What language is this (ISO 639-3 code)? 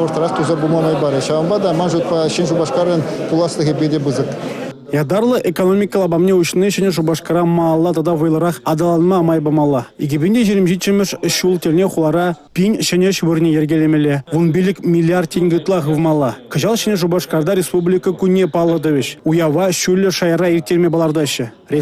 chv